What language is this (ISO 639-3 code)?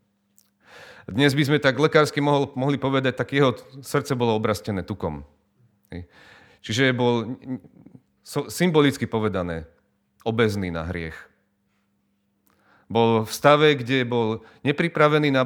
slk